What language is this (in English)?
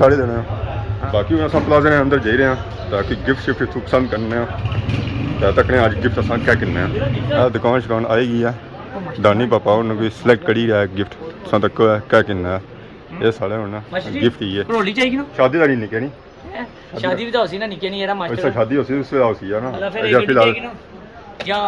Pahari-Potwari